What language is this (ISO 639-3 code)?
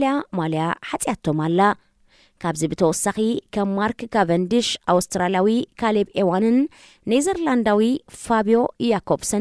tir